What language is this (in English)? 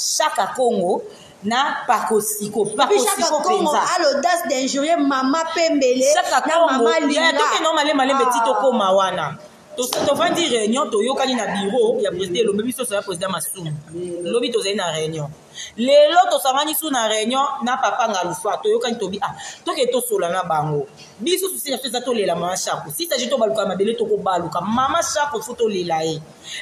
Lingala